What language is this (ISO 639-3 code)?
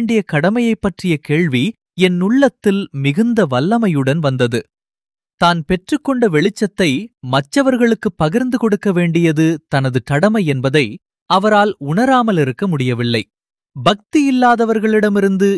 tam